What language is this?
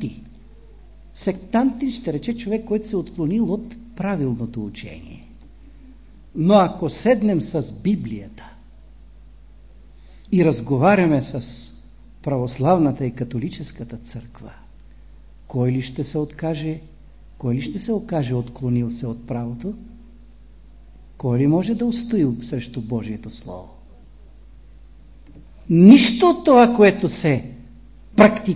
Bulgarian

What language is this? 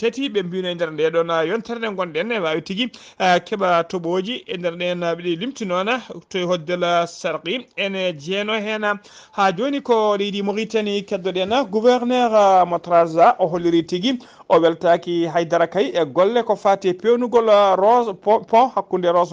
Fula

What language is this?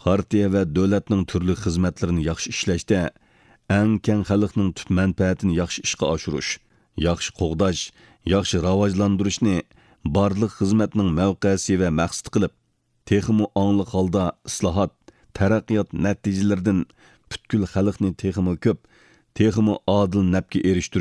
Uyghur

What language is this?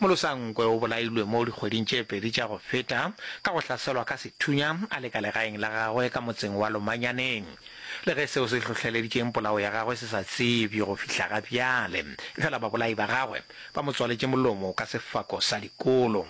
Northern Sotho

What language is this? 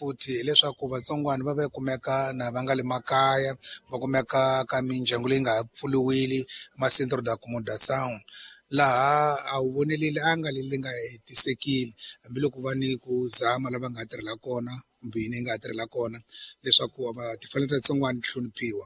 Tsonga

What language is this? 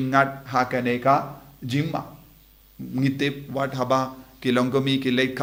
Khasi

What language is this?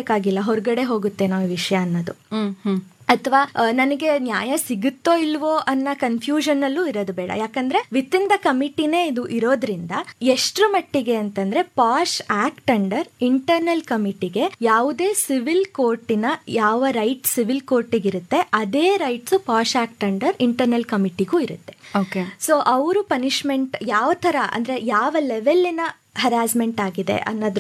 Kannada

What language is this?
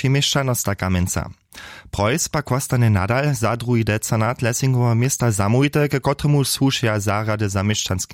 Upper Sorbian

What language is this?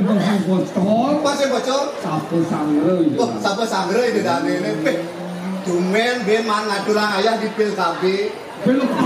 Balinese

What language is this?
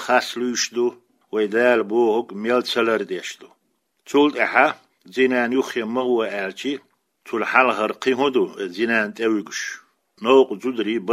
Chechen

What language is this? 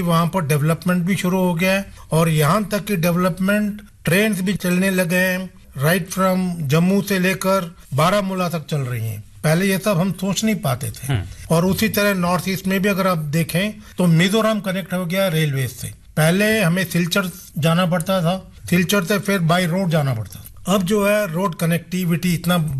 Hindi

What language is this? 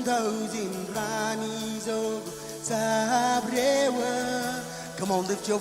Marshallese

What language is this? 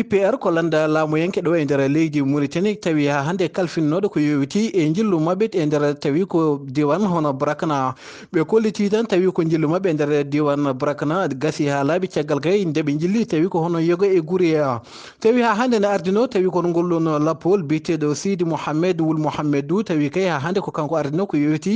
Fula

